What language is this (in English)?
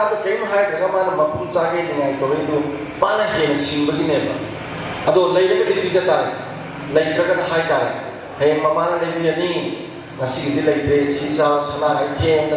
Manipuri